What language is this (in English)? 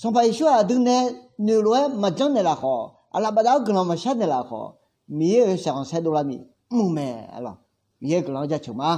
Akha